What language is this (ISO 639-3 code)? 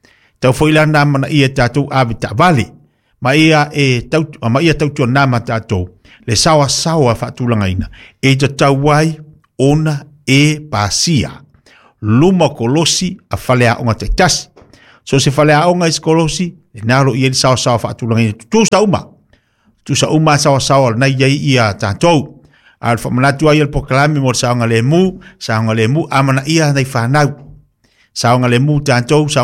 smo